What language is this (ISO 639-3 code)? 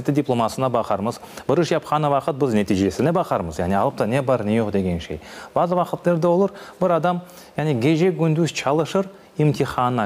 crh